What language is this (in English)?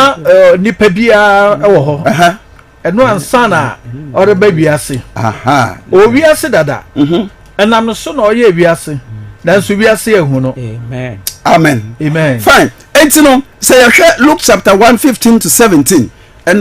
Akan